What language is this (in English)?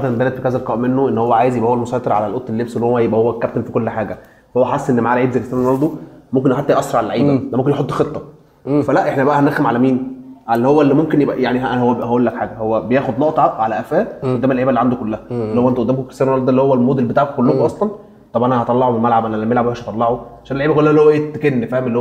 Egyptian Arabic